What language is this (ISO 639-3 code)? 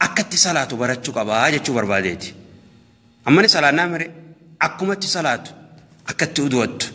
orm